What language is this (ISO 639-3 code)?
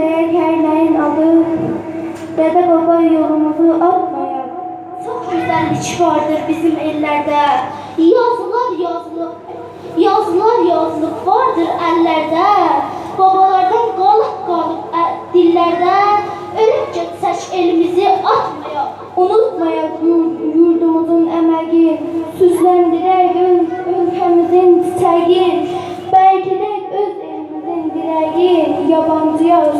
azb